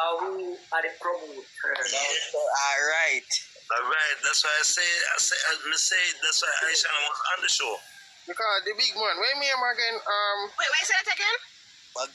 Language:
Jamaican Creole English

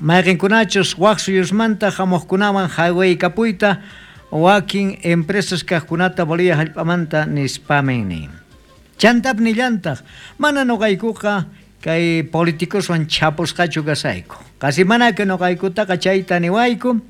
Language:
South Bolivian Quechua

